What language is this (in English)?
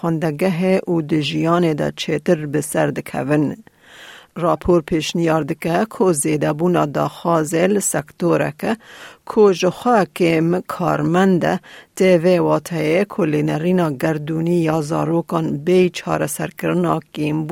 Kurdish